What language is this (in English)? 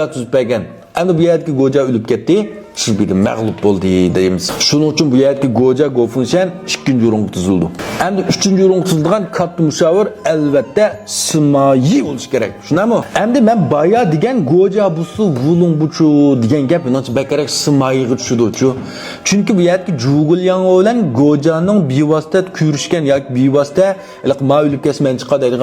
Uyghur